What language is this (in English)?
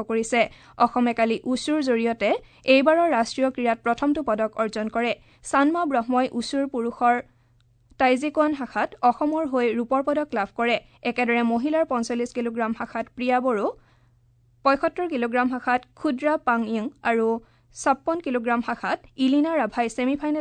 Assamese